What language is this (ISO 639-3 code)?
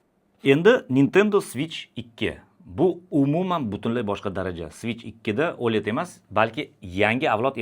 uzb